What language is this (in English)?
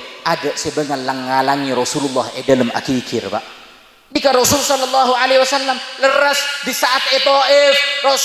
Madurese